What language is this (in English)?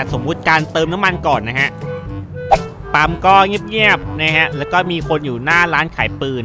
Thai